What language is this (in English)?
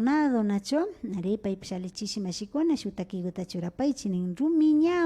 Imbabura Highland Quichua